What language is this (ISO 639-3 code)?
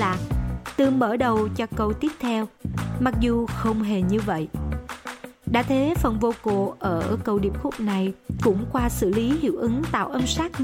vie